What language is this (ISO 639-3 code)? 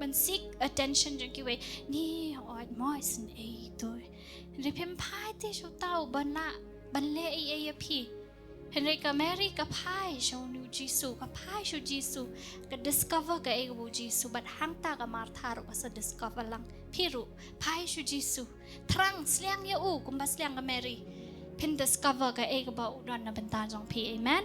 kha